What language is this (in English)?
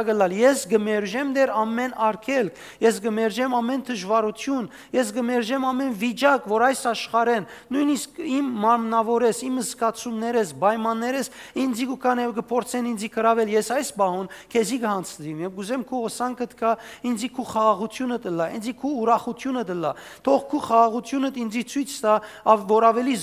Western Armenian